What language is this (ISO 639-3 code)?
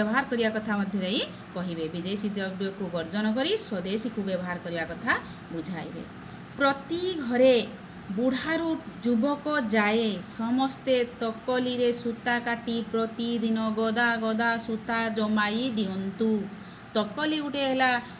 ori